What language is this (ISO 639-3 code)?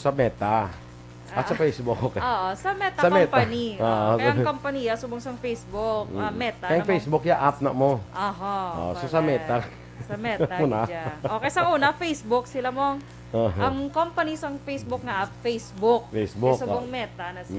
hil